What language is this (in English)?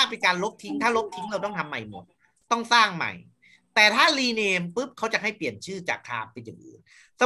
Thai